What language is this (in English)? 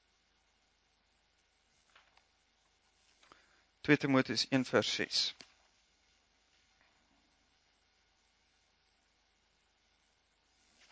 Afrikaans